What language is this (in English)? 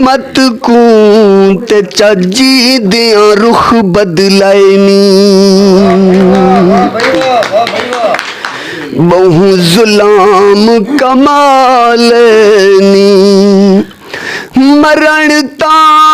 Saraiki